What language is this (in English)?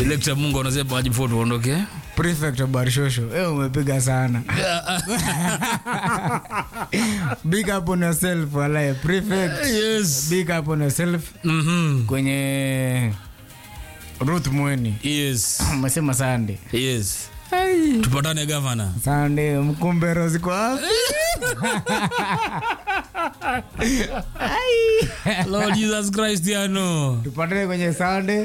Swahili